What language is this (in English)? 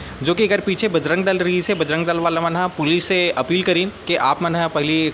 Chhattisgarhi